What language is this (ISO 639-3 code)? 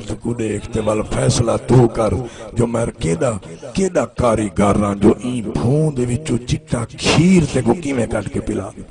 skr